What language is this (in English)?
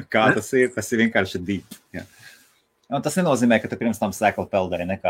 Latvian